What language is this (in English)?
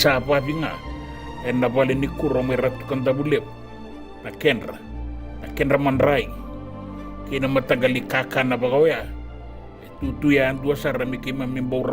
Fijian